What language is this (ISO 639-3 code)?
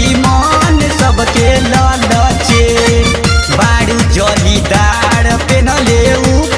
bho